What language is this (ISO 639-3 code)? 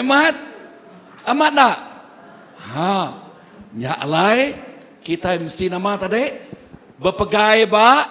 iba